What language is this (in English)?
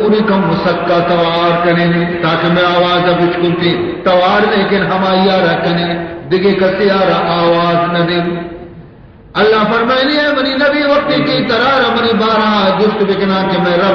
Baluchi